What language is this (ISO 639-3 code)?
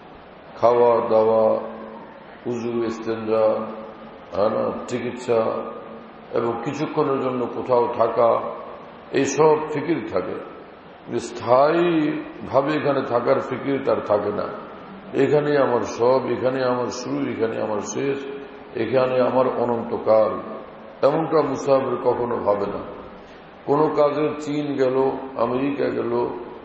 ben